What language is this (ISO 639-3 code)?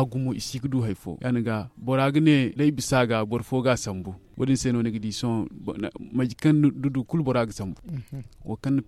dje